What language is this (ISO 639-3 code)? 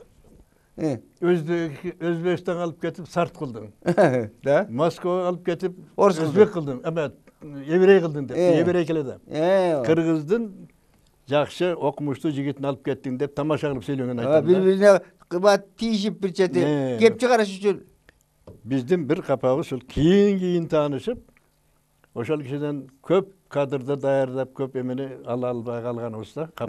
kir